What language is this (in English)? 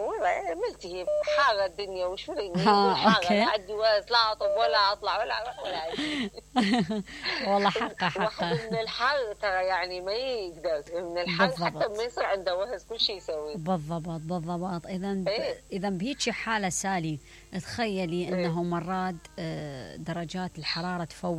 Mesopotamian Arabic